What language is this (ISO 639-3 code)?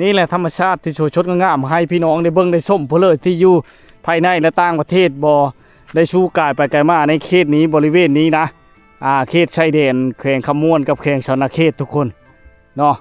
lao